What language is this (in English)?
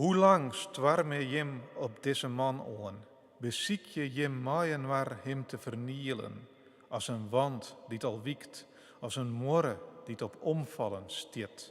Western Frisian